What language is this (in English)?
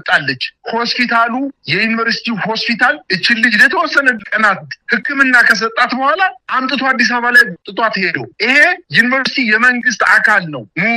Amharic